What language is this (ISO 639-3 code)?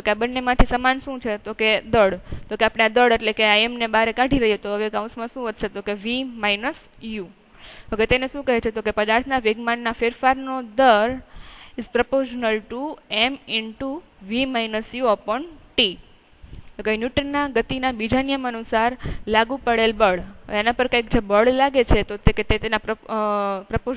guj